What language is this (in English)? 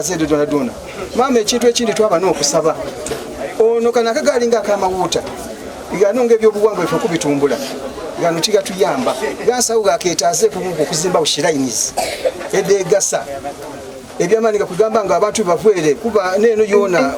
Soga